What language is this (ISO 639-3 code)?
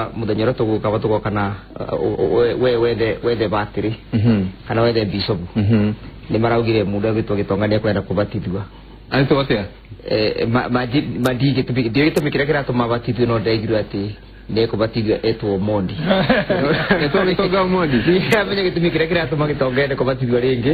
kik